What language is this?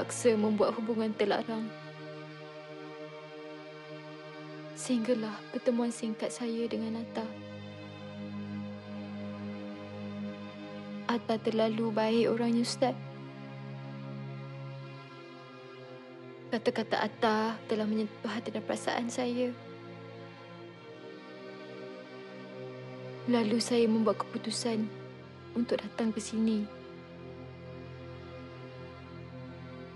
Malay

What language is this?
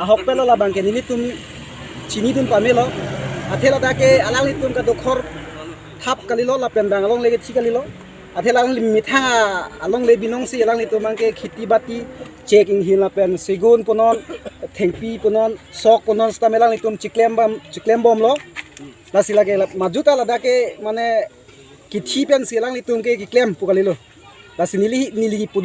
Karbi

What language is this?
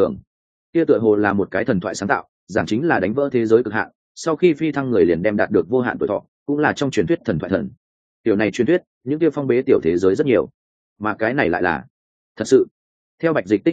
Vietnamese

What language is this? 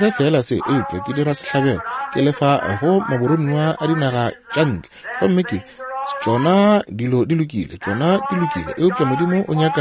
Northern Sotho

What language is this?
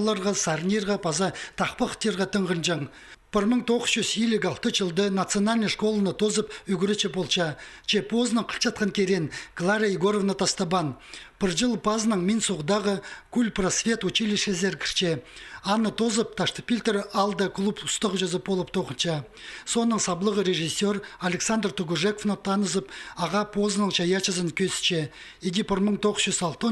Khakas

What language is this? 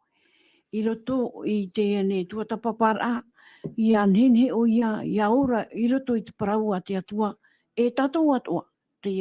Tahitian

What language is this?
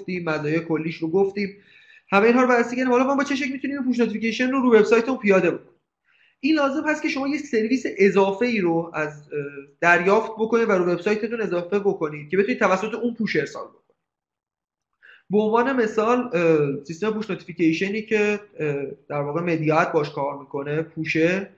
Persian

